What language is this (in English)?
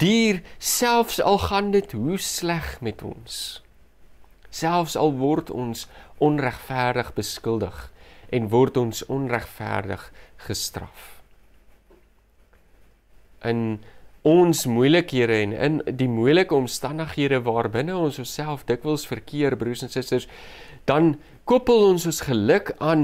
Afrikaans